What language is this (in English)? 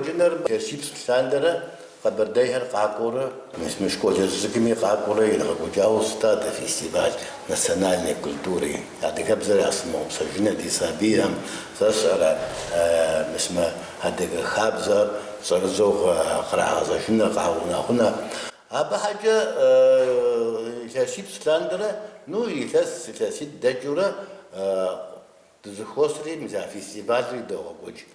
Kabardian